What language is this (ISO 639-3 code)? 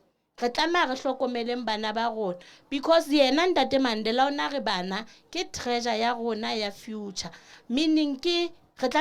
sot